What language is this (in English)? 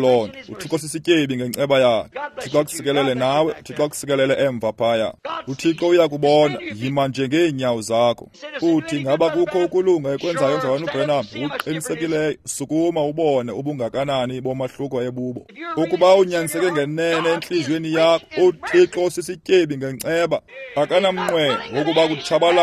Xhosa